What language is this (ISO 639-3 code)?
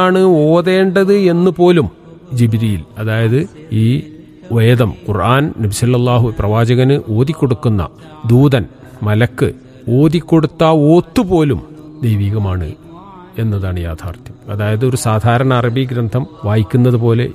mal